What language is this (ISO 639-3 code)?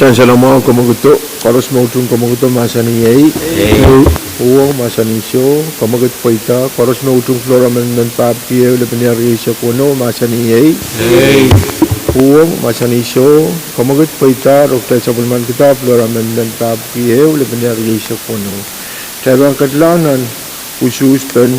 pon